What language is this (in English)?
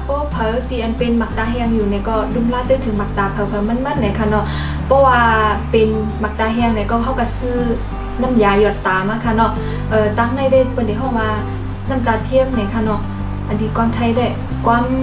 Shan